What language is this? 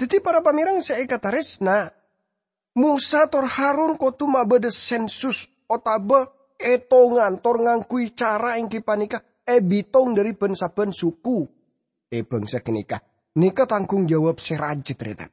Madurese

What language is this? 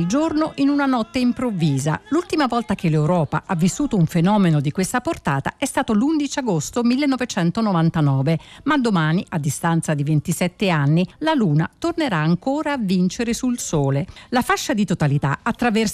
Italian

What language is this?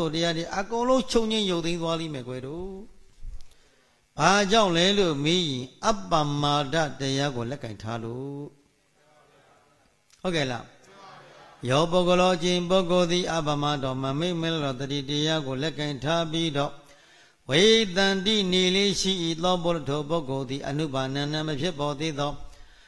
Burmese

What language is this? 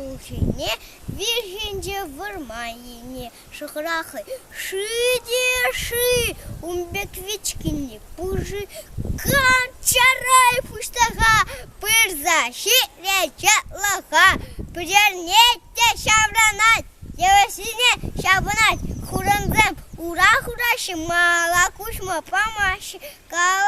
Chuvash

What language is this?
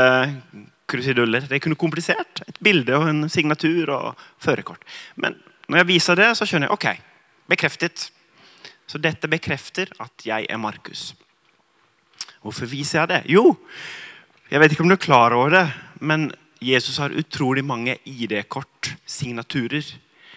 Norwegian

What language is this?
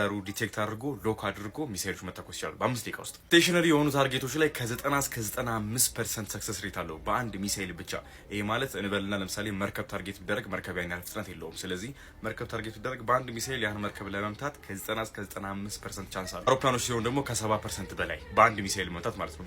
Amharic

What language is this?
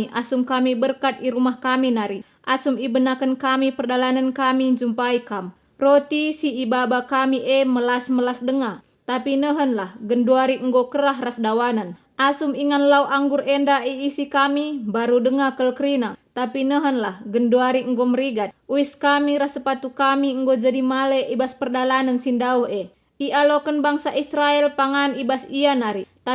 Batak Karo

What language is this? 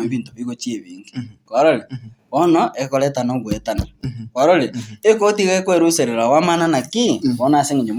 Gusii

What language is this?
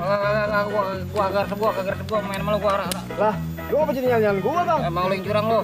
Betawi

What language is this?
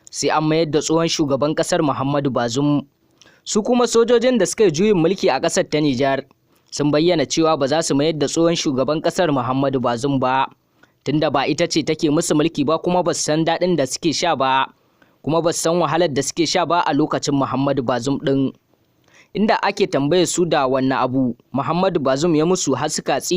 Hausa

